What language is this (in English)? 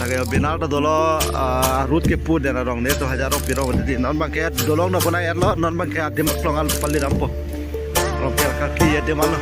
Karbi